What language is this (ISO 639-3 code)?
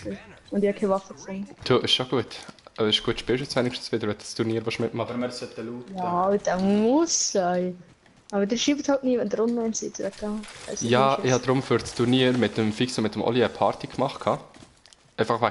gsw